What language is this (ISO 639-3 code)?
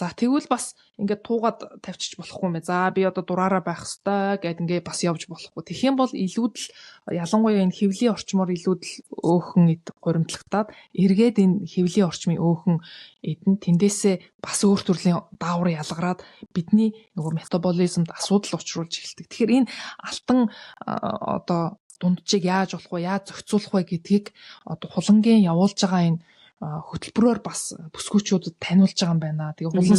mon